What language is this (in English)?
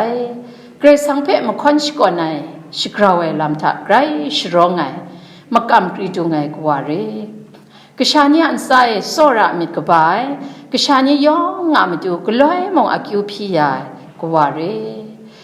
Kachin